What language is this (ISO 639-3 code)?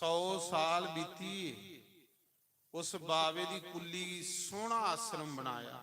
doi